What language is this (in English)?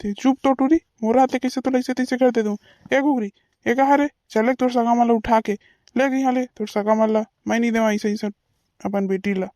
Chhattisgarhi